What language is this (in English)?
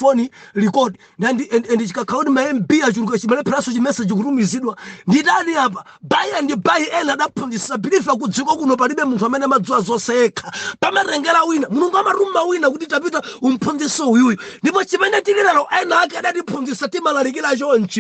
Nyanja